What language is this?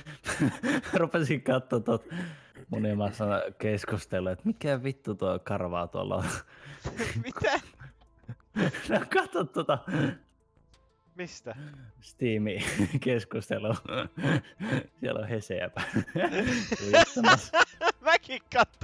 Finnish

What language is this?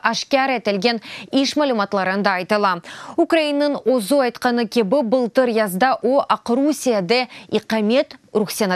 Crimean Tatar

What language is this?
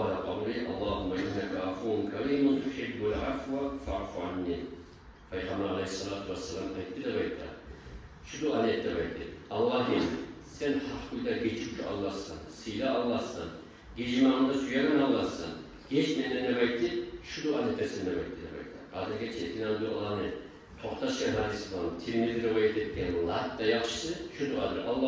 Kumyk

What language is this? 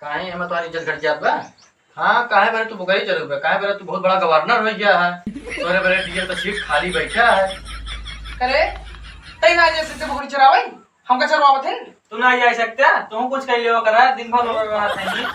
Awadhi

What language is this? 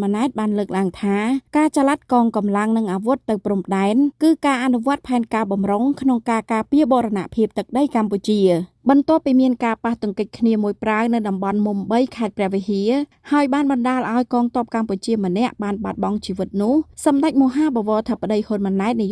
Khmer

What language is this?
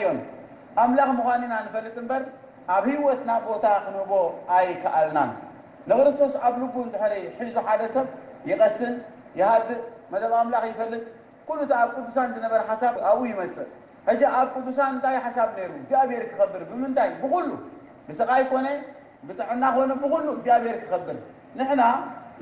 Tigrinya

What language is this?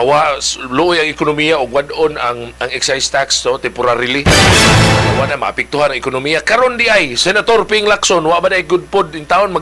Cebuano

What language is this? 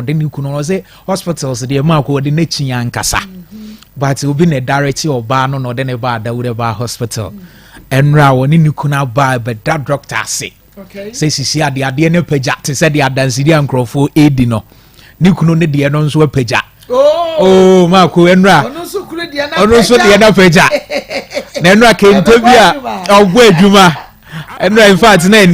Akan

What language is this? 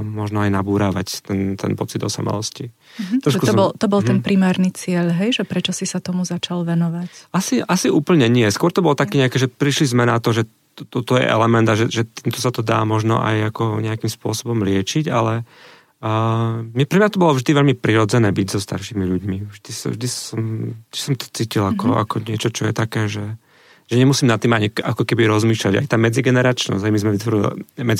Slovak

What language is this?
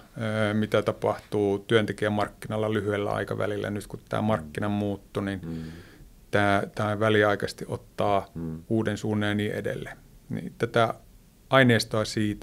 Finnish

